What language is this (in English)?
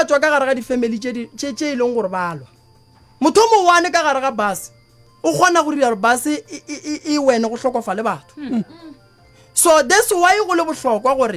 Northern Sotho